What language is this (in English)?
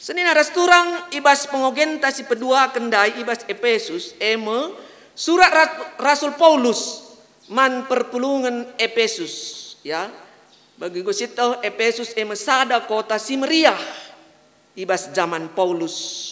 Batak Karo